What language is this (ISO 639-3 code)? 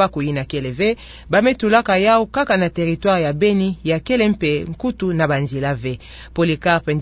ktu